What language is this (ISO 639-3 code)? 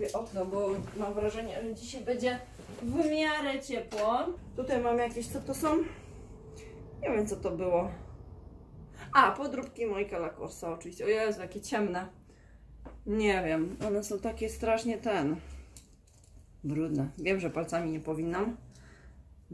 pol